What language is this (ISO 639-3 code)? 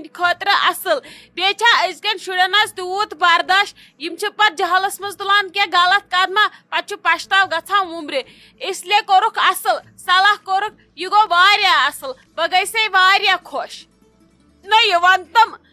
kas